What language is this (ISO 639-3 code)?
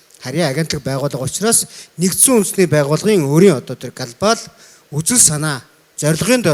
mon